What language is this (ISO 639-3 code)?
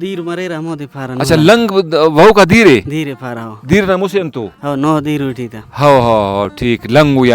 brh